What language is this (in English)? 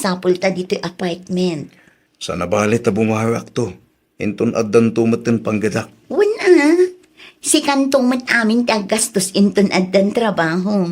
Iloko